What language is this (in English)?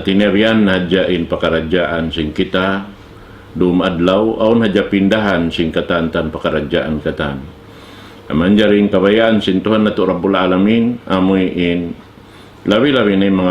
Tausug